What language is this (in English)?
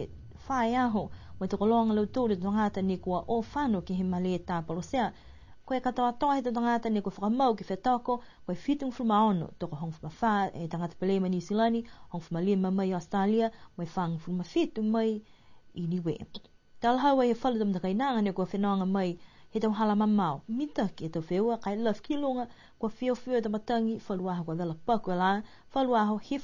Niuean